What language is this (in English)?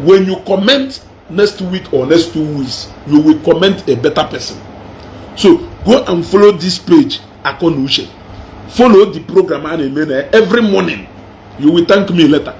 Igbo